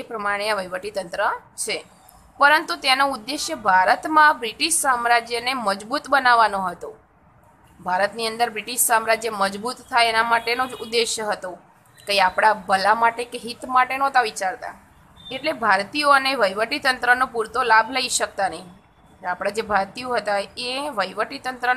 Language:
Gujarati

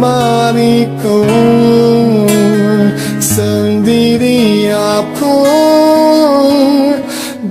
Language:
Indonesian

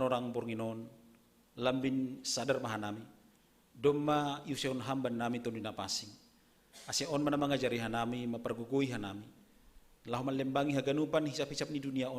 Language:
Batak Simalungun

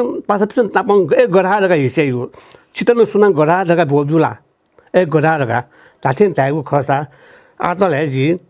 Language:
Newari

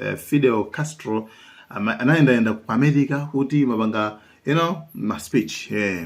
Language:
Nyanja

